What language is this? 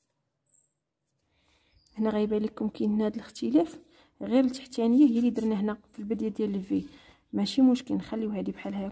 Moroccan Arabic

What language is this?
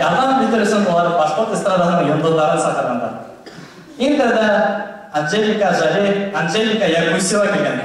Bashkir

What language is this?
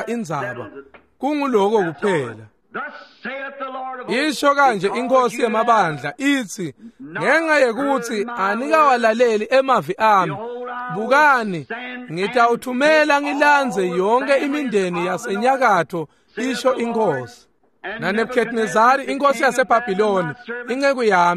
Swati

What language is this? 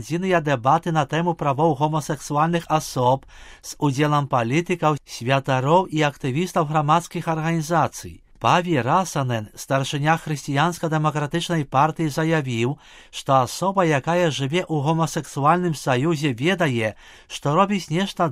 Belarusian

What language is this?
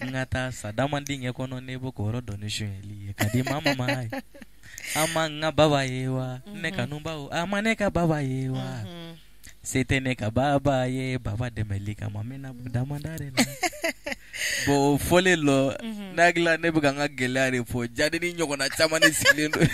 Bambara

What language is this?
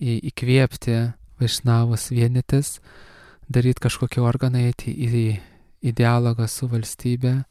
Lithuanian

